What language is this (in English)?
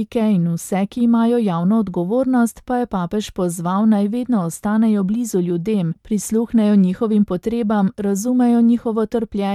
Slovenian